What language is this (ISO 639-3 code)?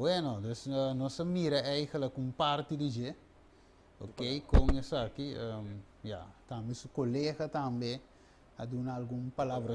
pap